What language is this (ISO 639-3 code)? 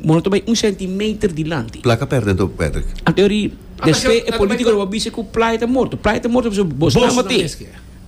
pap